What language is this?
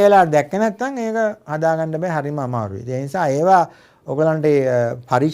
Sinhala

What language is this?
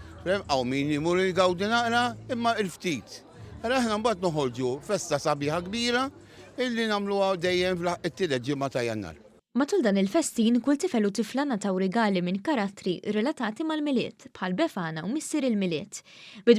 Maltese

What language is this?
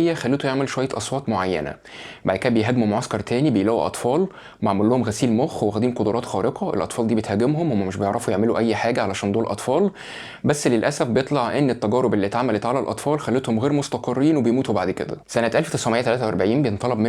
Egyptian Arabic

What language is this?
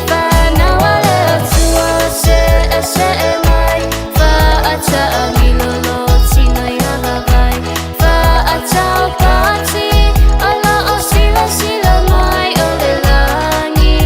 Samoan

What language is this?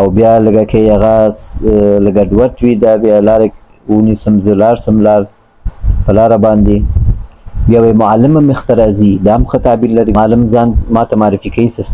Pashto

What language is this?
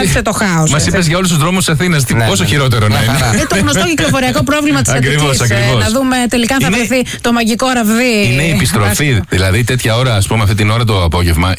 Greek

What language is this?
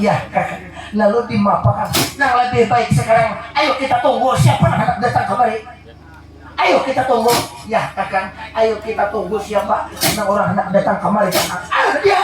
Banjar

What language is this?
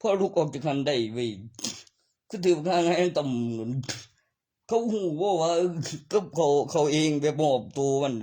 Northeastern Thai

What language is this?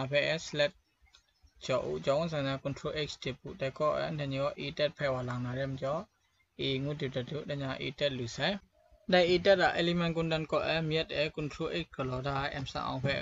Kachin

